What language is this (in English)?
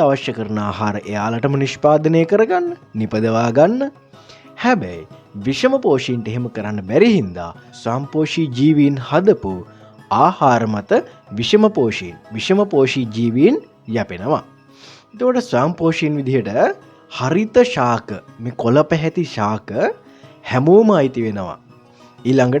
Sinhala